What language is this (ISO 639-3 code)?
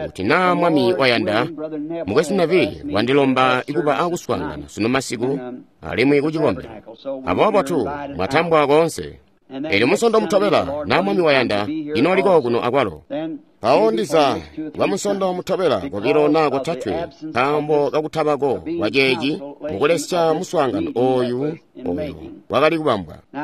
toi